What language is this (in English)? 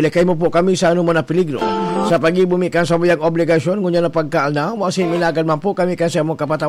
Bikol